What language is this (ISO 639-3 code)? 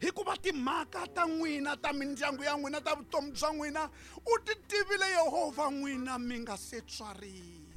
tso